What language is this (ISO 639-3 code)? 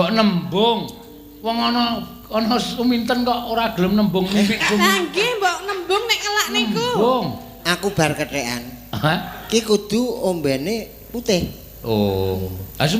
jav